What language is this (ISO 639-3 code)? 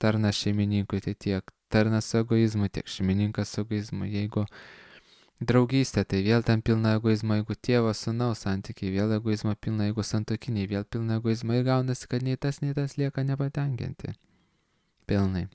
lit